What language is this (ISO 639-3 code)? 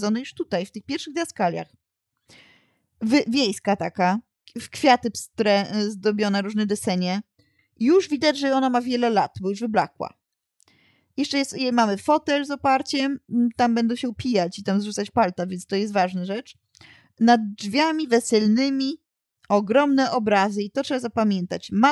pol